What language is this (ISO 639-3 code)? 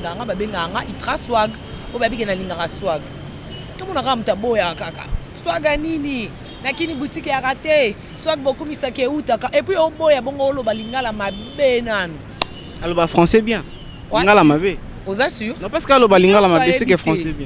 lin